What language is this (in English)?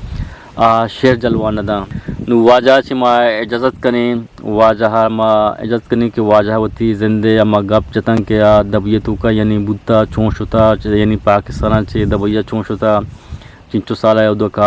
Eastern Balochi